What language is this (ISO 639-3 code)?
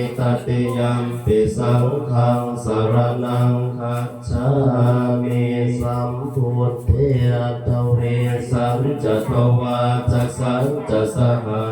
pli